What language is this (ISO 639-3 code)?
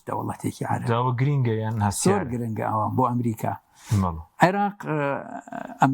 ckb